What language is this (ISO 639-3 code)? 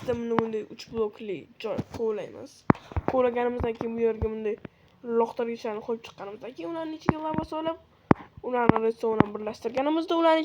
uzb